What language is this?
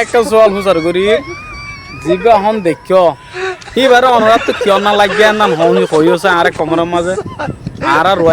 Rohingya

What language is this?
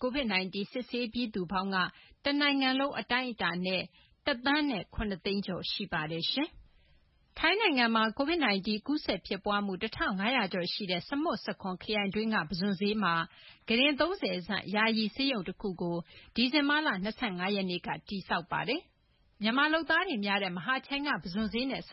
Burmese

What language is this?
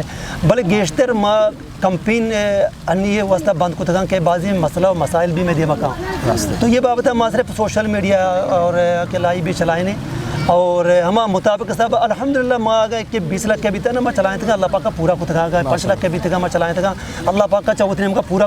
Eastern Balochi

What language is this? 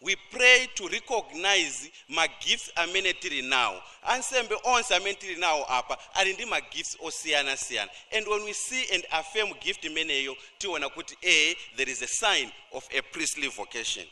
Nyanja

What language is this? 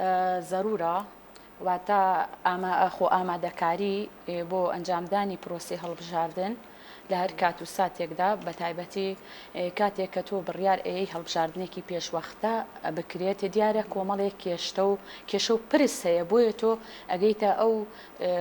Central Kurdish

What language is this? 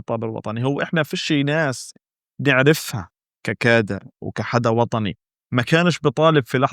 North Levantine Arabic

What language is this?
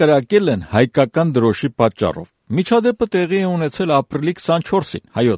Armenian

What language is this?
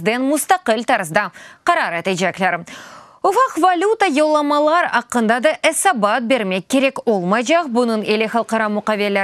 Crimean Tatar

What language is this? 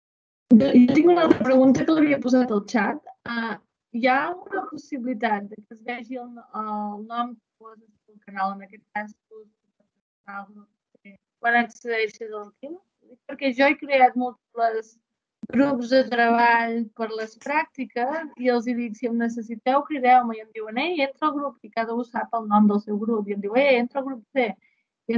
Catalan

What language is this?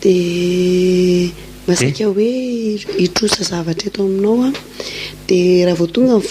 Malagasy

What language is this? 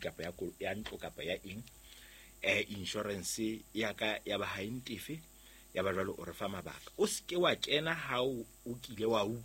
Southern Sotho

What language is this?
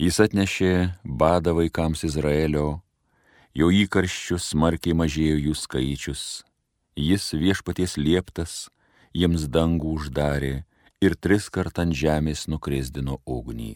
Lithuanian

